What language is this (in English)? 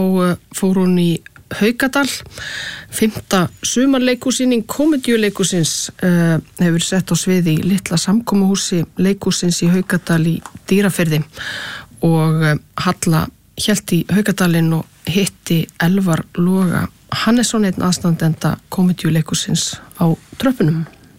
Icelandic